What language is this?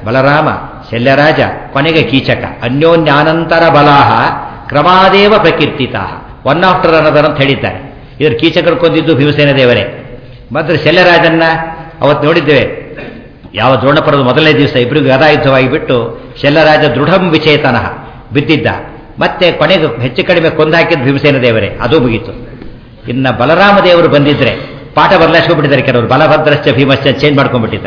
Kannada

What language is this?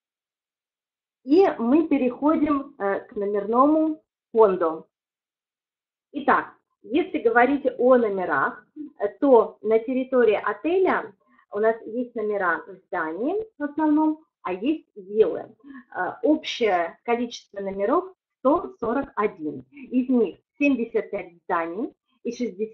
Russian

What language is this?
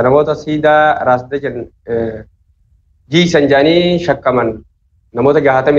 Oromo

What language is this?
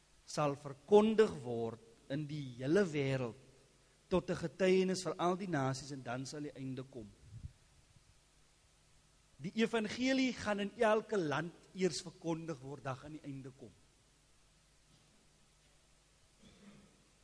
Afrikaans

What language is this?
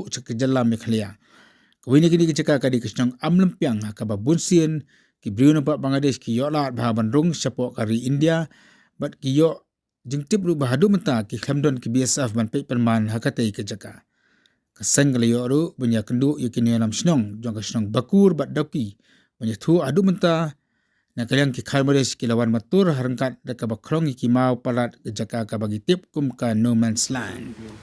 Khasi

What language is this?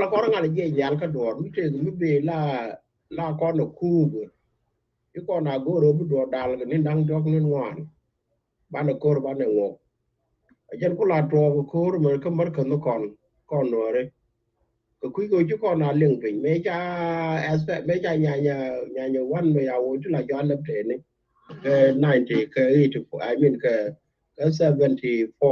Nuer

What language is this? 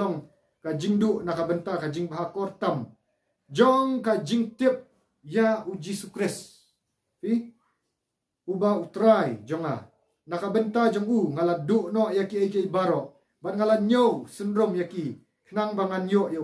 Khasi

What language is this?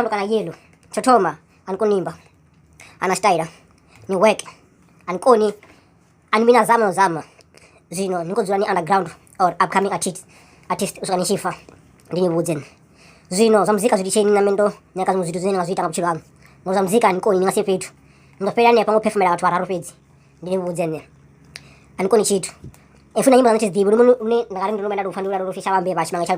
Venda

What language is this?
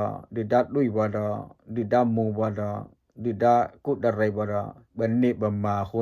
S'gaw Karen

